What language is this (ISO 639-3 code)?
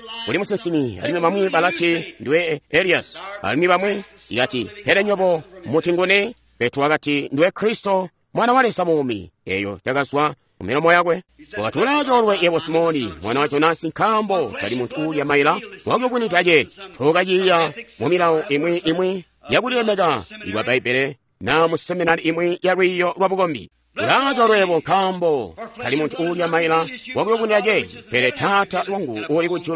toi